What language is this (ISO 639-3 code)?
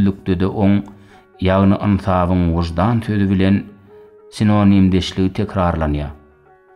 tuk